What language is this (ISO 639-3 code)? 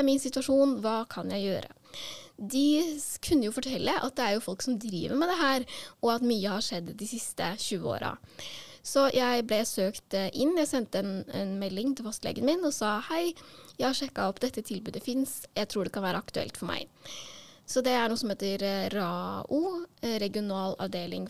nor